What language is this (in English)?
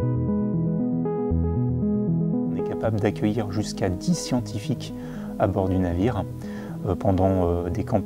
French